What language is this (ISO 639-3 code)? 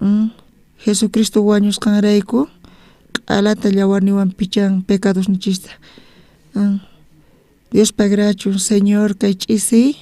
quh